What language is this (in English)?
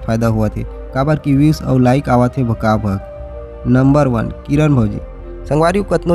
Chhattisgarhi